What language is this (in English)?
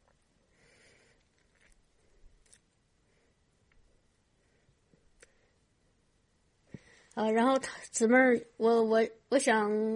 Chinese